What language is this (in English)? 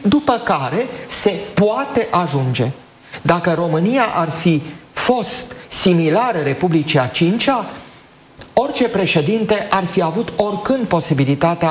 Romanian